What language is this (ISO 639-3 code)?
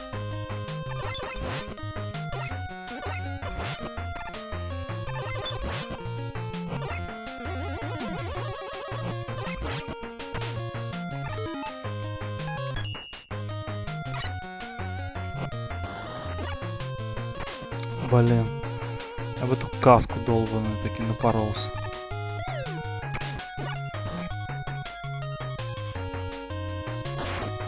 rus